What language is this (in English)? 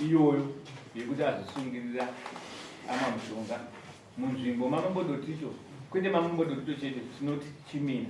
Shona